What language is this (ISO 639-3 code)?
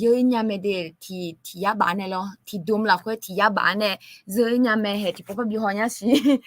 ahk